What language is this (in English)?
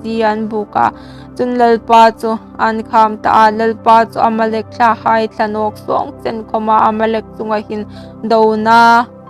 Hmar